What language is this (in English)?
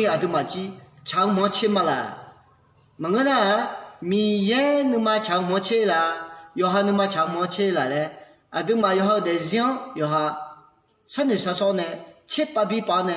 Akha